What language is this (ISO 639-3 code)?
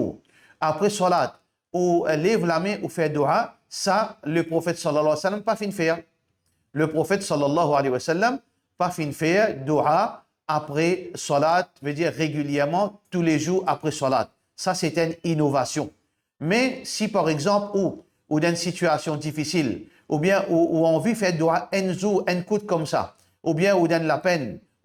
mfe